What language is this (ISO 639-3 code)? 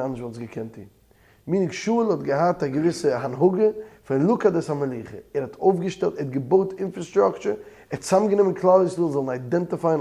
yid